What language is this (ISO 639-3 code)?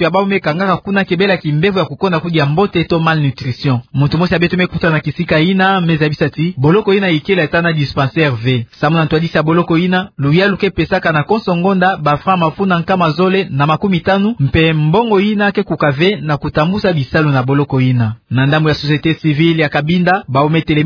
ktu